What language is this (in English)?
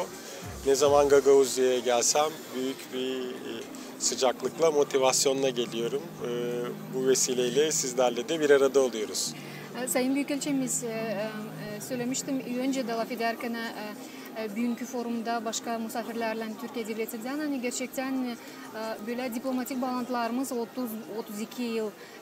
Gagauz